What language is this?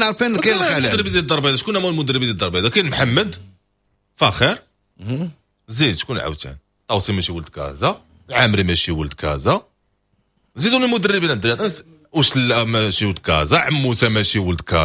Moroccan Arabic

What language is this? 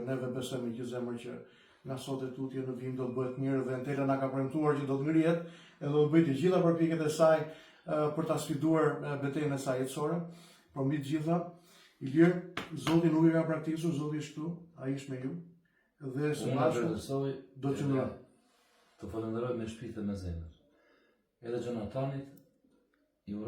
Albanian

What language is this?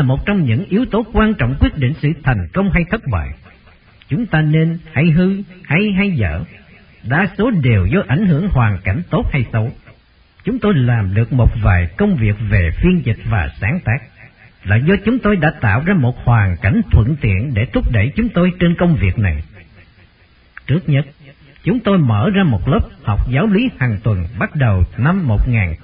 Vietnamese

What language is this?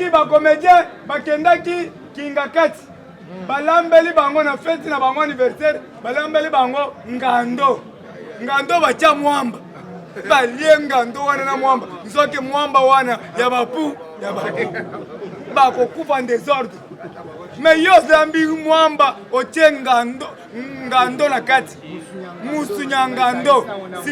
Lingala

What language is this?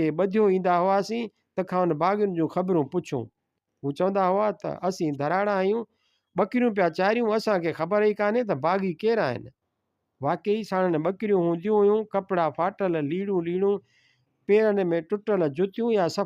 Sindhi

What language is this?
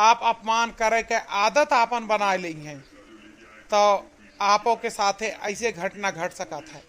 Awadhi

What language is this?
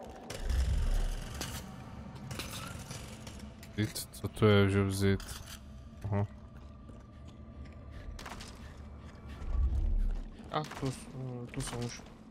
Czech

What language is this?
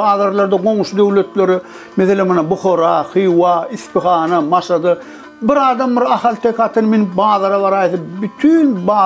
Turkmen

